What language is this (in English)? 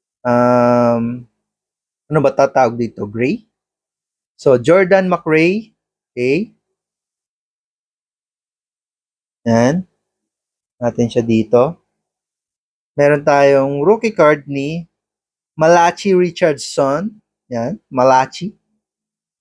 Filipino